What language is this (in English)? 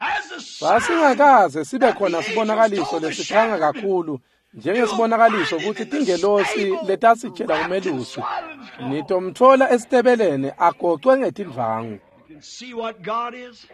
Swati